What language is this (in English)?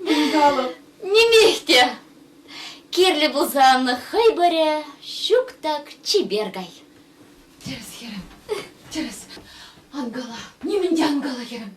Chuvash